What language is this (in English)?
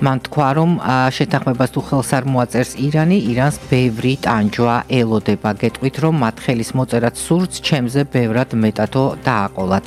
Georgian